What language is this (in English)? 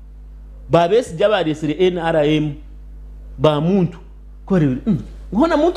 Nyankole